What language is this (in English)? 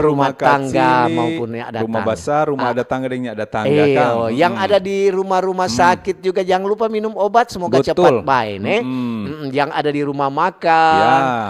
Manado Malay